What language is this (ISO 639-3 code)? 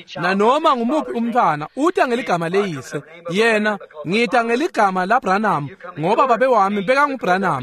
ssw